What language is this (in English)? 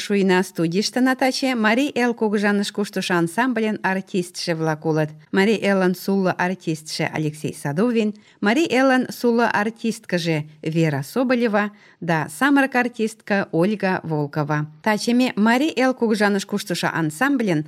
Mari